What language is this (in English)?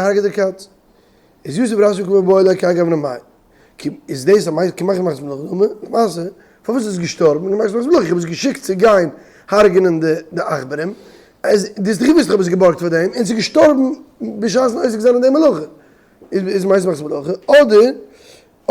Yiddish